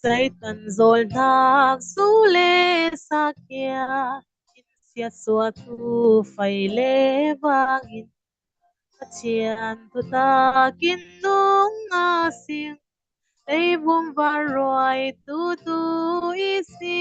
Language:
Falam Chin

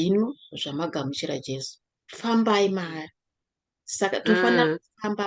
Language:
Shona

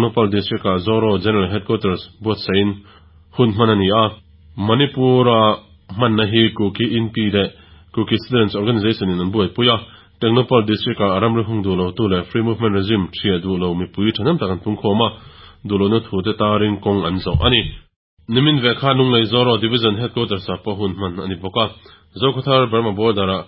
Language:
Mizo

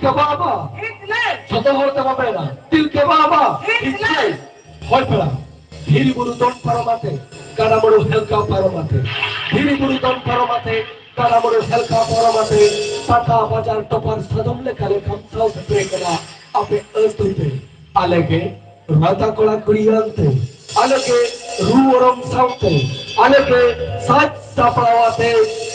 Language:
Santali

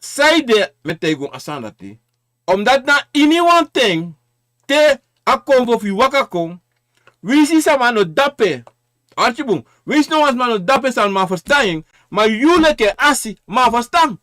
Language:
Sranan Tongo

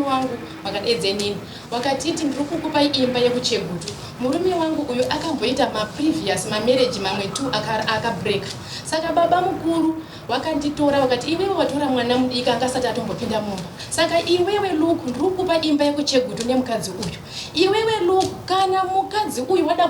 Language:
Shona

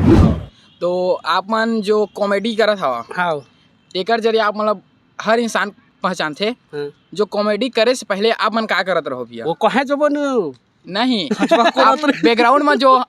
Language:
Chhattisgarhi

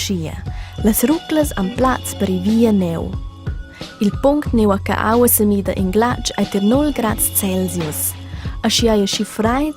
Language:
Romansh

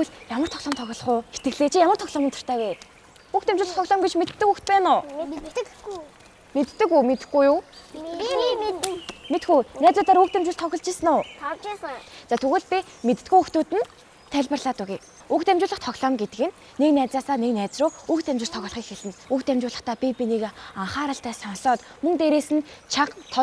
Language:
Mongolian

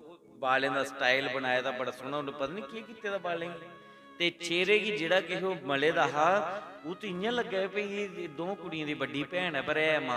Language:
Dogri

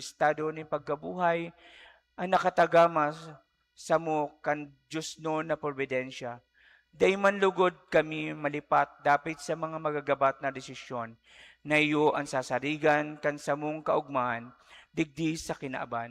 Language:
Bikol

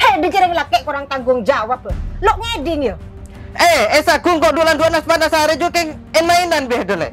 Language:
Madurese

